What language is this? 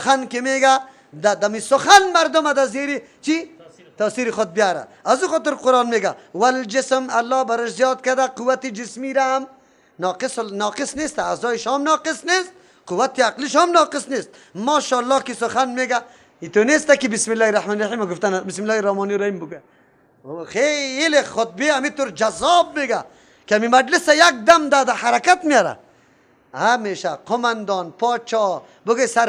Persian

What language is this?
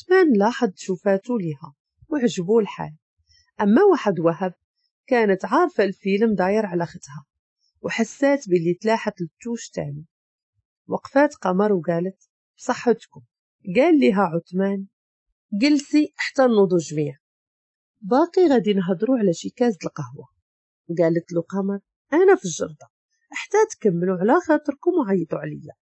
Moroccan Arabic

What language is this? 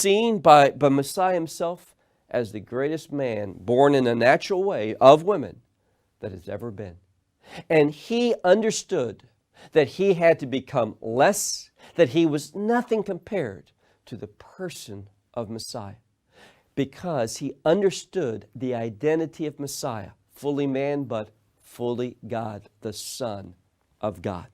English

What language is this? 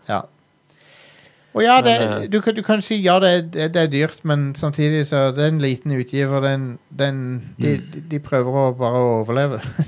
Norwegian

